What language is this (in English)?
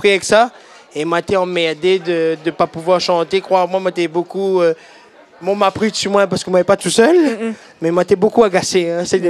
Réunion Creole French